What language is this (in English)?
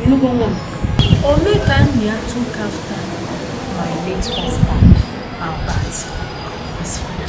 Nigerian Pidgin